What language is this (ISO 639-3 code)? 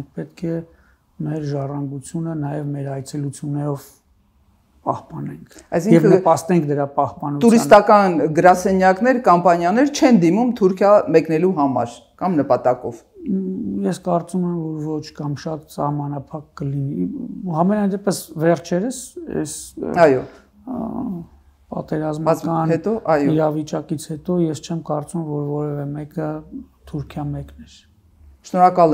hye